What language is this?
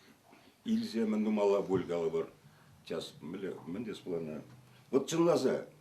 Chuvash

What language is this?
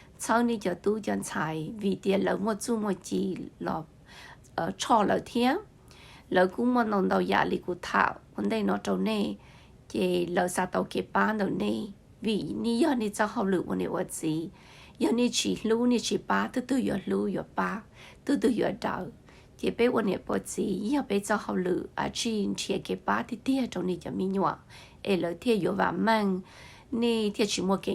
Hmong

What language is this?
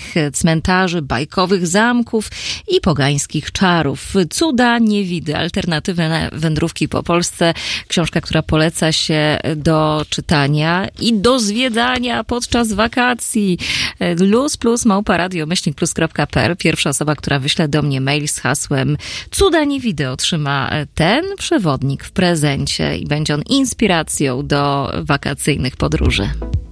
Polish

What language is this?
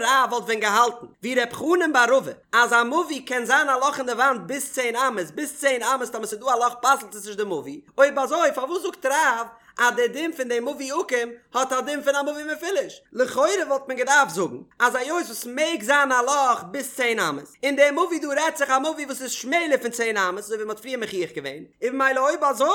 Yiddish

